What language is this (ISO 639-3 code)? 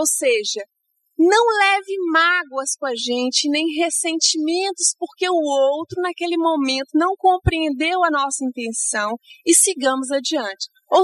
por